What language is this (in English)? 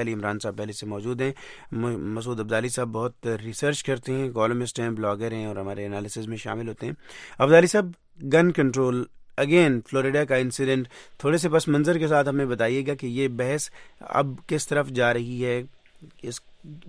Urdu